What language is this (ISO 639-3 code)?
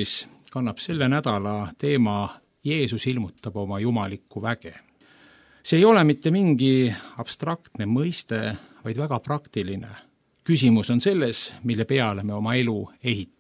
est